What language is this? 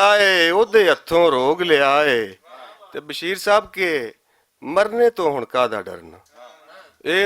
Western Panjabi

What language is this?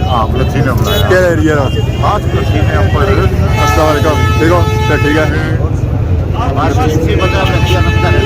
Pahari-Potwari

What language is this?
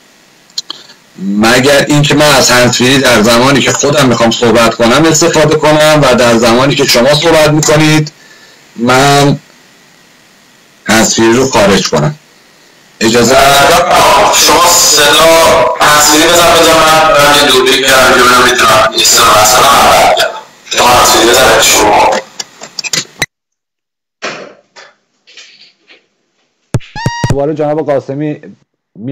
Persian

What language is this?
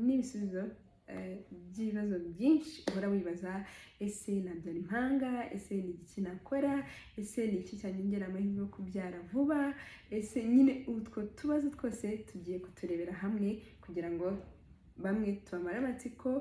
Kinyarwanda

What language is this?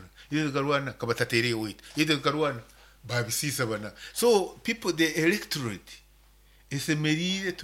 Nyankole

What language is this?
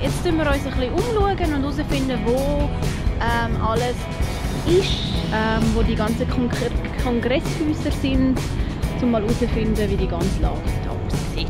Swiss German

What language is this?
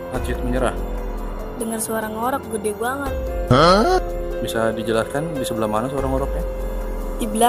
Betawi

